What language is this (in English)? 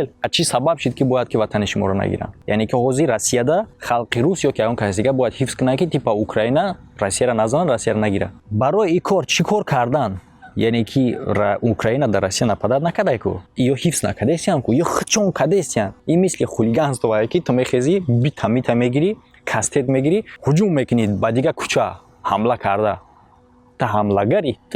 Tajik